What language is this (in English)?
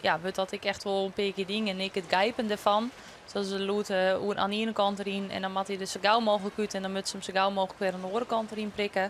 Western Frisian